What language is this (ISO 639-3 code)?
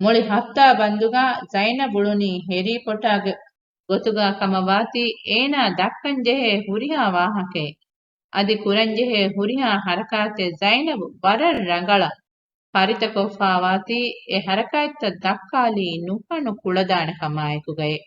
div